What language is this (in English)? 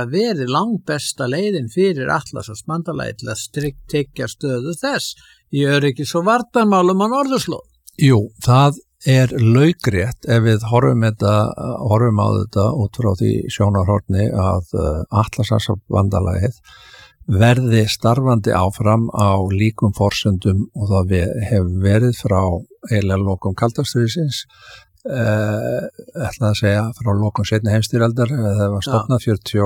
Icelandic